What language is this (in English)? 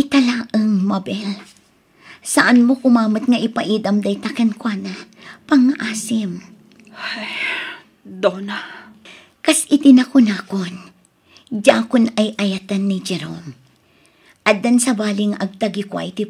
Iloko